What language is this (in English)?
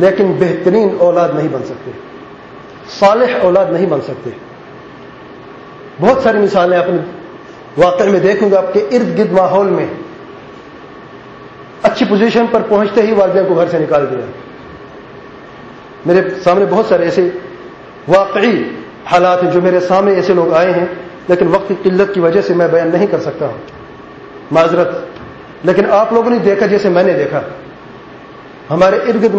Urdu